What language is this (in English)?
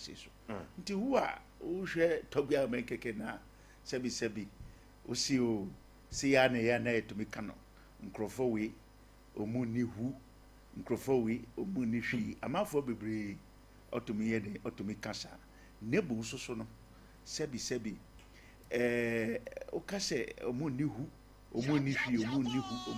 Akan